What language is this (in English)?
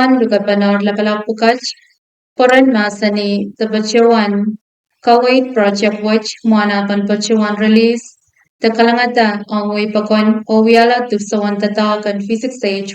Pohnpeian